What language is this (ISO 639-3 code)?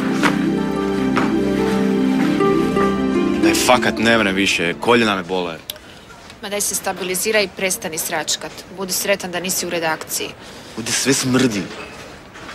hrv